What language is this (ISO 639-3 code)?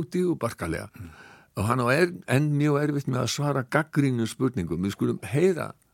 isl